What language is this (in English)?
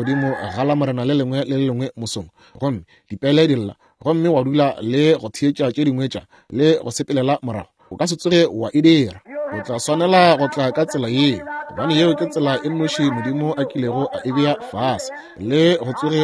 Northern Sotho